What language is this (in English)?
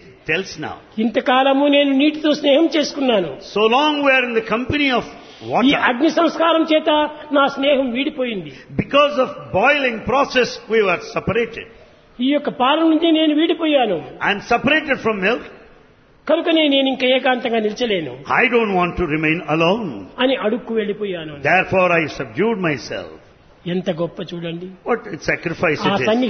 Telugu